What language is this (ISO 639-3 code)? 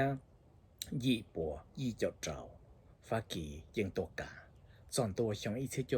hmn